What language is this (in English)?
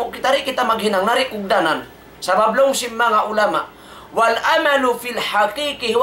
Tausug